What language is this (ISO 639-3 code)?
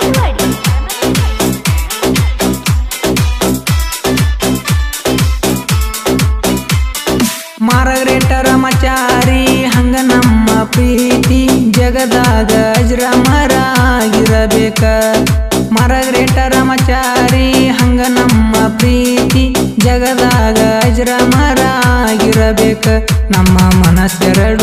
kan